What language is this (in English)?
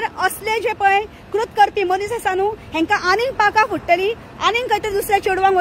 Konkani